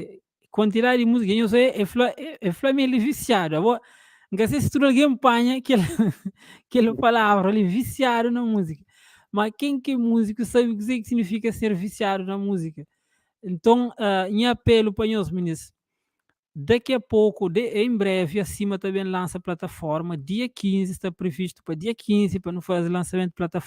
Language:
Kabuverdianu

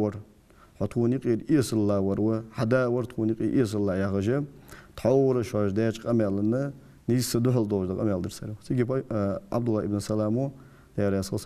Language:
Ingush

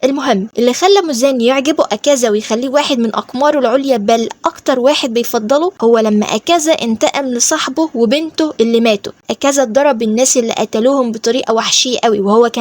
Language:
Egyptian Arabic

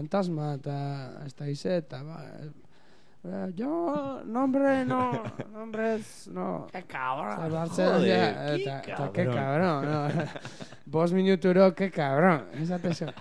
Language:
Basque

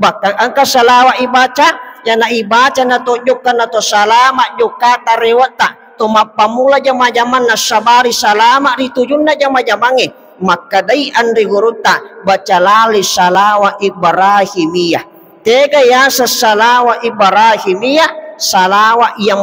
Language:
Buginese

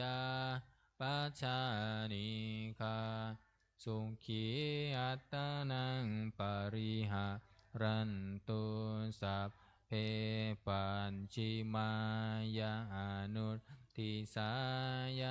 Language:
Pali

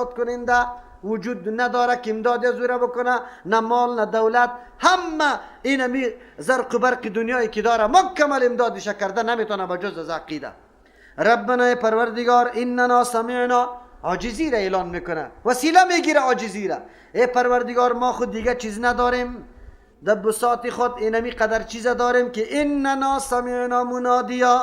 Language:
Persian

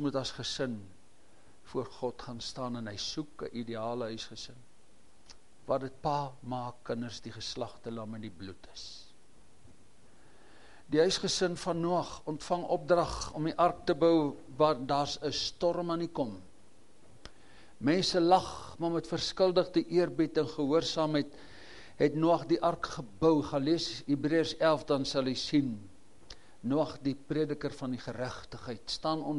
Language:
Afrikaans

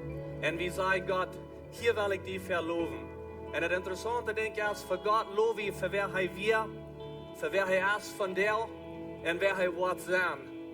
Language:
Plautdietsch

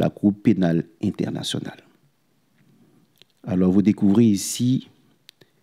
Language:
French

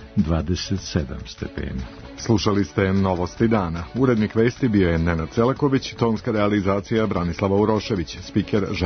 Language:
Serbian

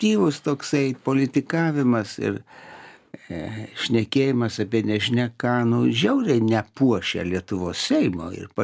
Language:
Lithuanian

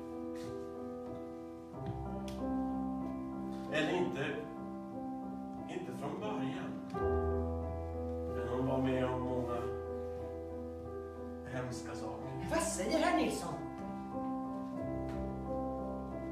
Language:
Swedish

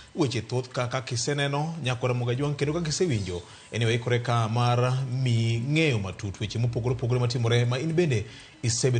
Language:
Luo (Kenya and Tanzania)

